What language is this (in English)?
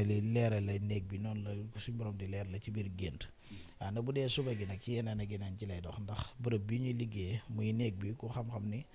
Wolof